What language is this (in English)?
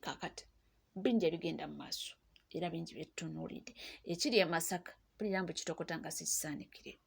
Ganda